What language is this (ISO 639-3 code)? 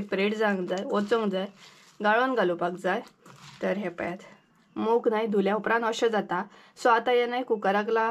kok